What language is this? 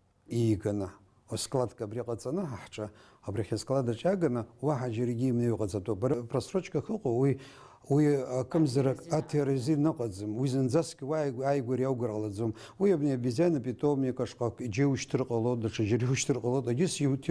Abkhazian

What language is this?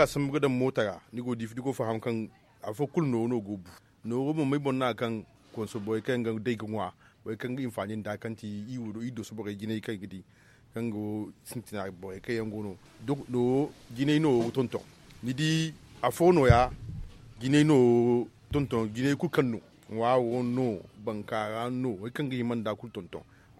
Zarma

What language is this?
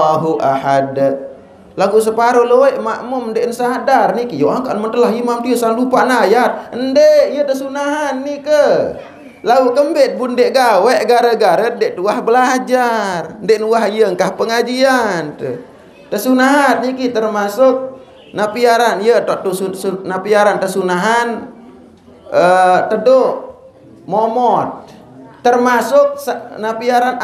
Sasak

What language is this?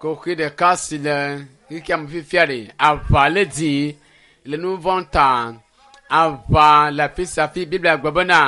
Ewe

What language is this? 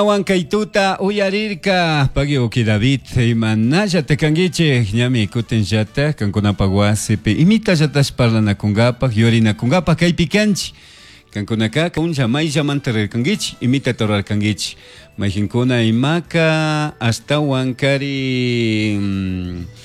Chimborazo Highland Quichua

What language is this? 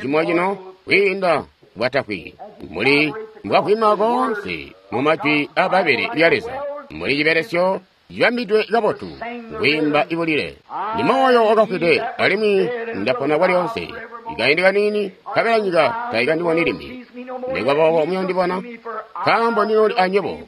Tonga (Zambia)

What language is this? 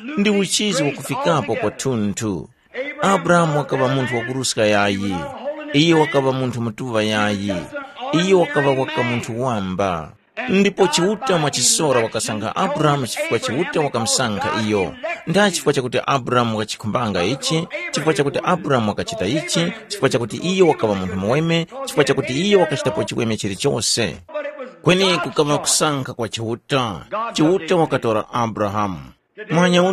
Tumbuka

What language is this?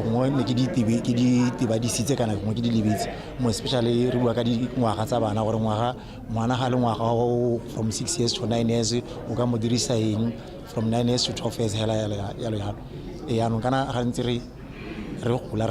Tswana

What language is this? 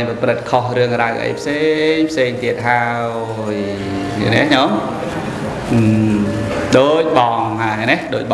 Khmer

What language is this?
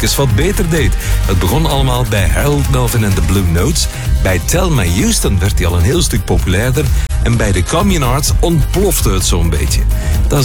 Dutch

